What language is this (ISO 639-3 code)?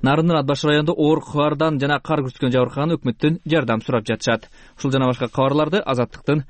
kir